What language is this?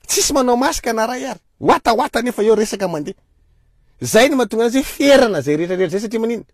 Malagasy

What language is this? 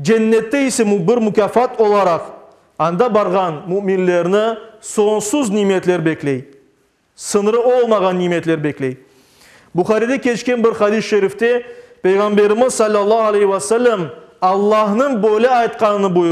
Crimean Tatar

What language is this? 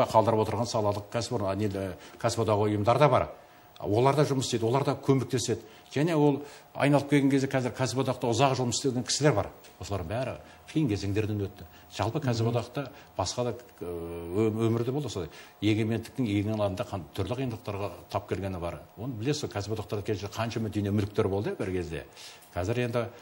Kazakh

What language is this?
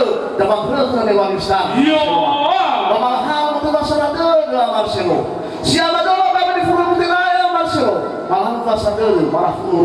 Nias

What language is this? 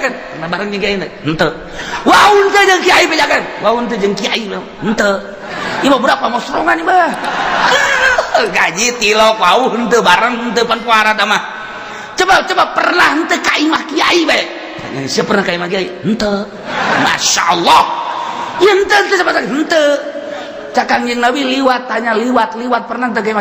Sundanese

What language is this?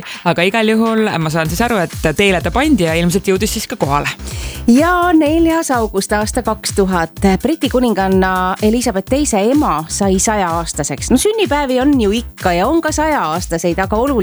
Estonian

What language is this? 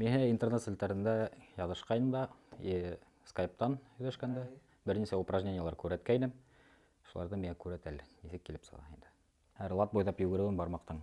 Bashkir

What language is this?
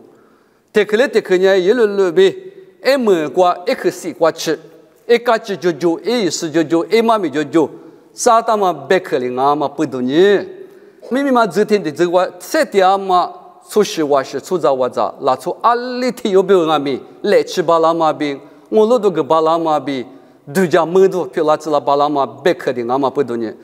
Lisu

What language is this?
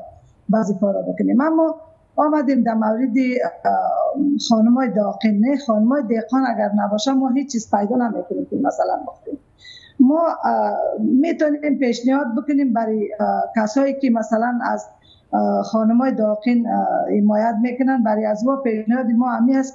Persian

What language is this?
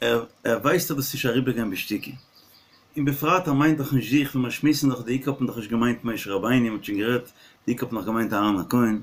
Yiddish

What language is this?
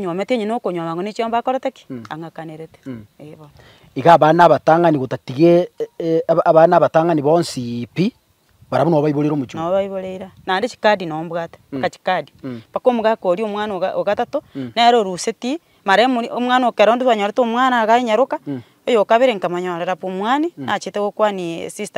Gusii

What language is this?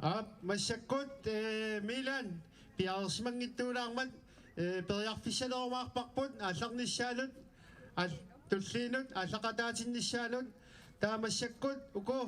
Kalaallisut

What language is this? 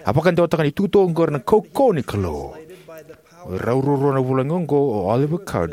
Fijian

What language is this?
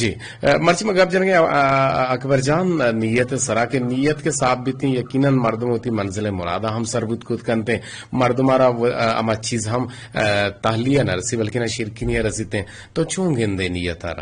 Eastern Balochi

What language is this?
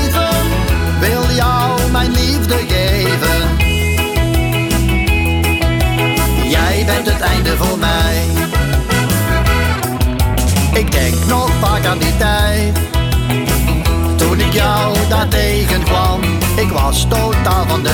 Dutch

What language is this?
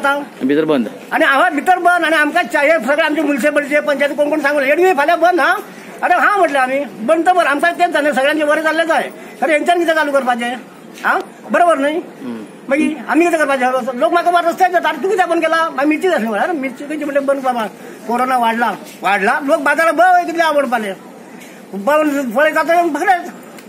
Konkani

